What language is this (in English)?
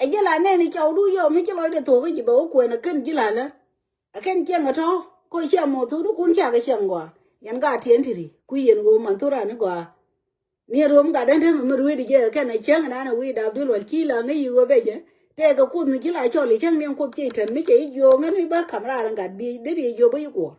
Nuer